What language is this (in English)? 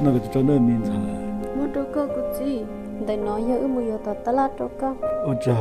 Hmong